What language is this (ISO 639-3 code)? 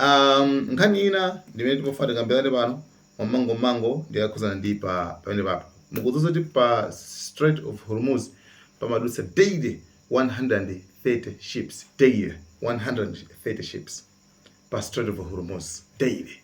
nya